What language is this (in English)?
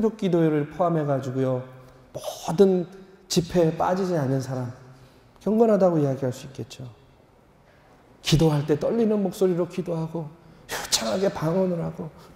Korean